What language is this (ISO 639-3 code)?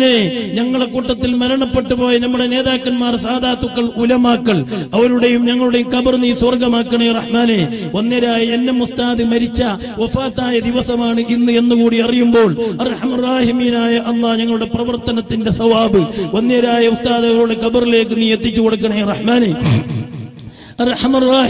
mal